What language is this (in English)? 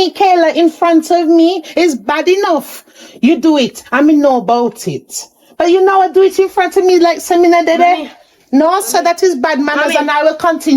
Jamaican Creole English